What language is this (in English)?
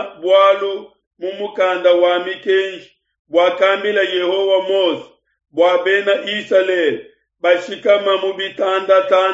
Luba-Lulua